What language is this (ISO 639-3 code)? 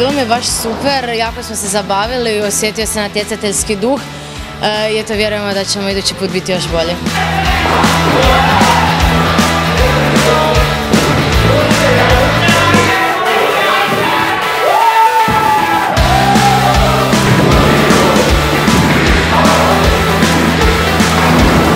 hrv